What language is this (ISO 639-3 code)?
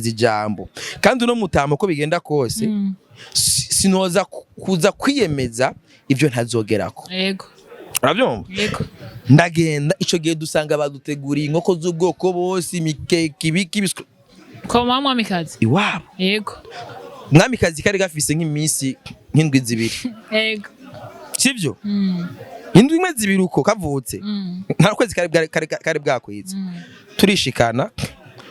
run